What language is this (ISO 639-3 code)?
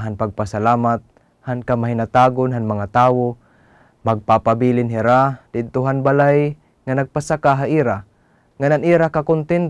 war